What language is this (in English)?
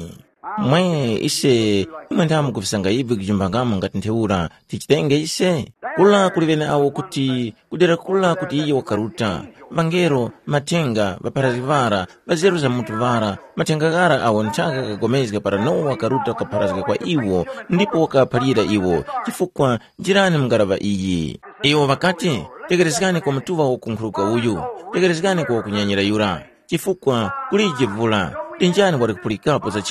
Tumbuka